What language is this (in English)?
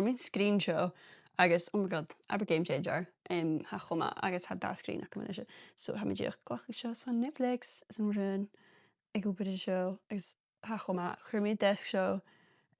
Scottish Gaelic